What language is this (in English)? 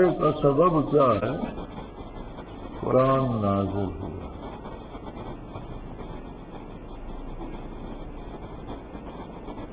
Urdu